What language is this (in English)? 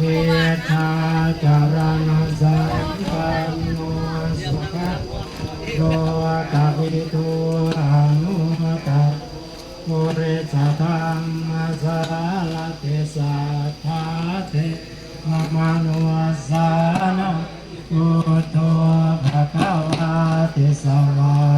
Pali